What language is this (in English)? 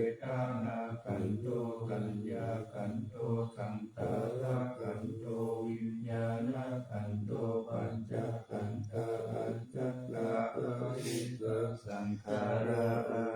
Pali